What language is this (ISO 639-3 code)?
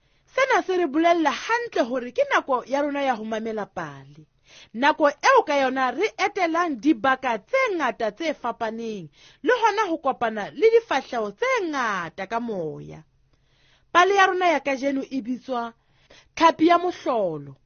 sot